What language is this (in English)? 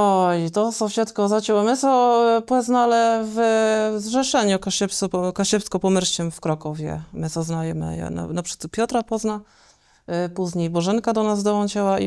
Kashubian